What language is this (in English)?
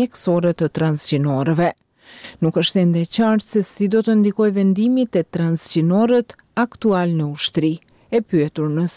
Albanian